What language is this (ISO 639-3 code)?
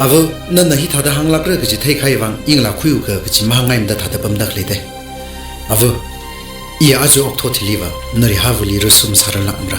nmf